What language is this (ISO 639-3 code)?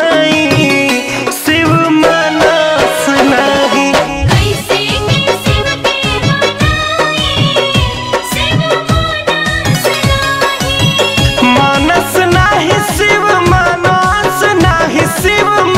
bho